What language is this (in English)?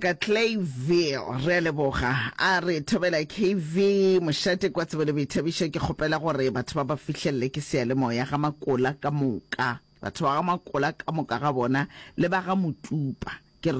Northern Sotho